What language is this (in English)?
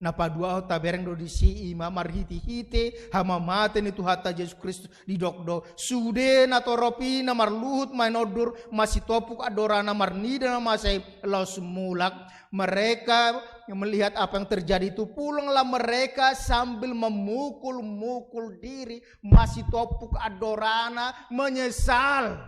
Batak Toba